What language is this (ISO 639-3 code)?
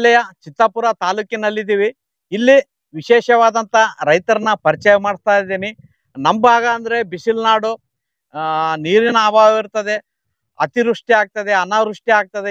kan